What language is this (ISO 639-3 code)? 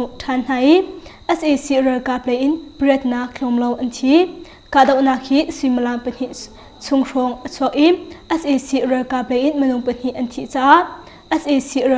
cnh